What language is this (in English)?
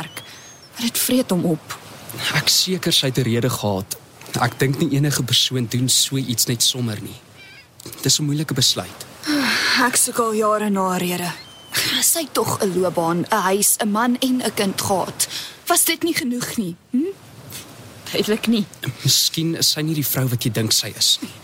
Afrikaans